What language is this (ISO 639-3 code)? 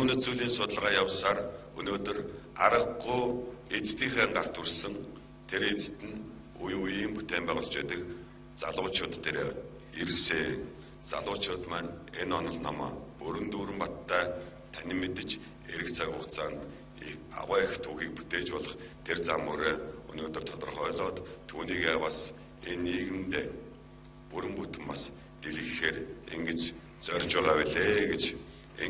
mon